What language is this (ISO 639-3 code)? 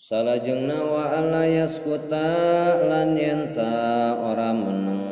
sun